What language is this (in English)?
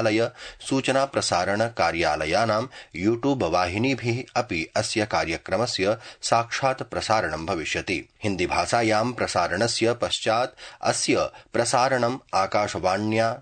Sanskrit